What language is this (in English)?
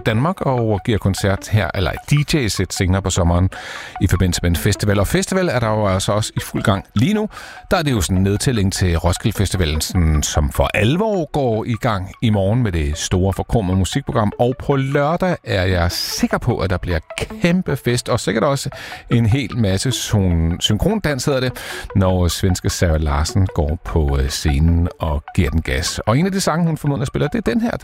Danish